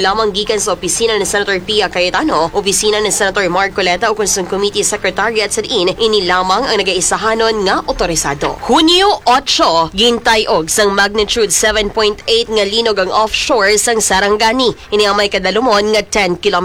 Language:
Hiligaynon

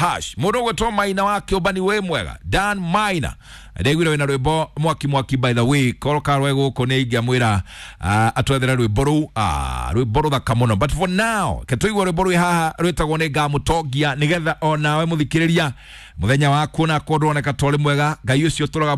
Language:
Kikuyu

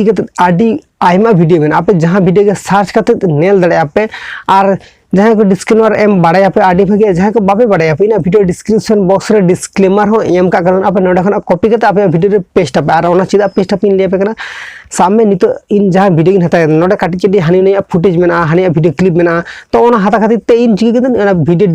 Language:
Santali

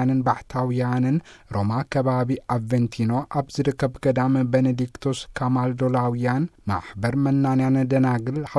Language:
Tigrinya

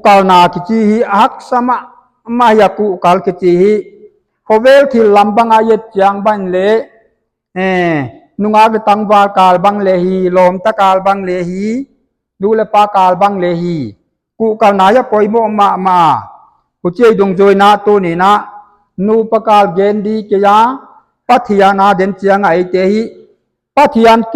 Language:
Paite Chin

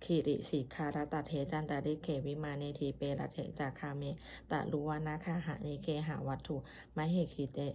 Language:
Pali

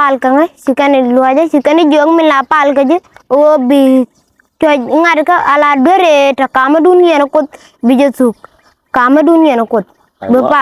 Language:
Nuer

